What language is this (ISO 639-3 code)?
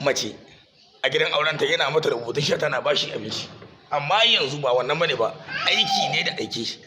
hau